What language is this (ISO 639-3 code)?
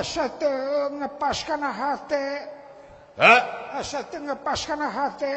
sun